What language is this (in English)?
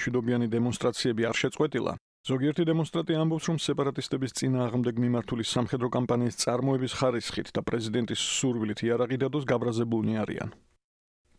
Georgian